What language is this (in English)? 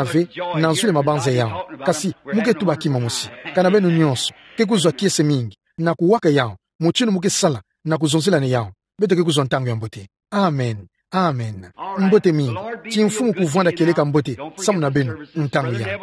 Kituba (Democratic Republic of Congo)